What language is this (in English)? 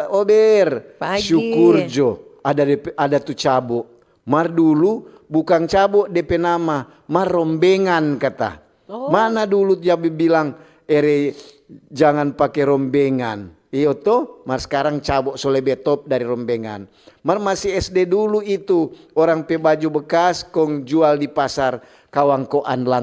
Manado Malay